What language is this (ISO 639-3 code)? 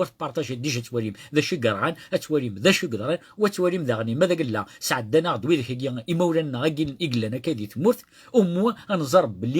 kab